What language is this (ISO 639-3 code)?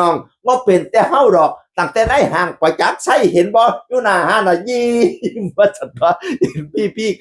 tts